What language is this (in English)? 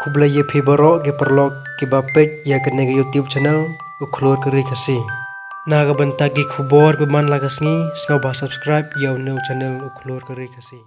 Khasi